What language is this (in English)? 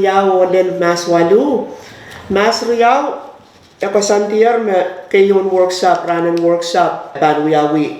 Pohnpeian